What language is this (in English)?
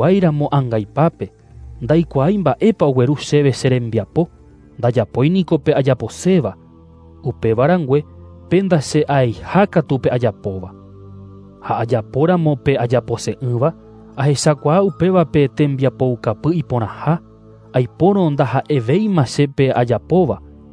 Guarani